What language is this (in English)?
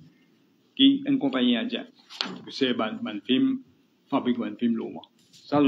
Morisyen